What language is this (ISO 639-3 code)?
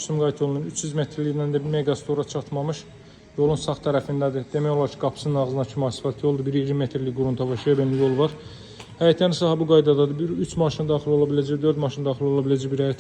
aze